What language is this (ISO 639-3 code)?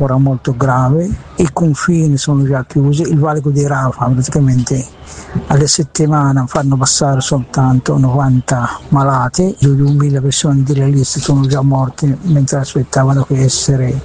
ita